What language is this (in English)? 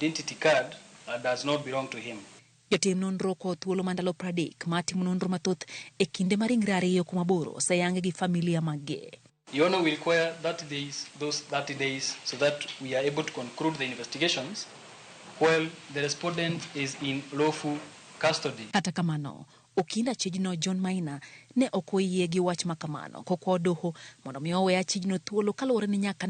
Luo (Kenya and Tanzania)